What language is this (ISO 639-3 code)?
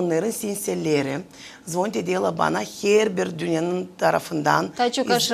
gag